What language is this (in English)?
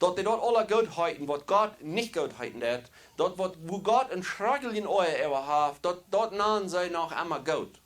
Plautdietsch